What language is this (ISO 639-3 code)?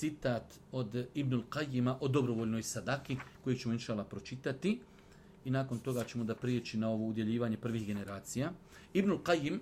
bos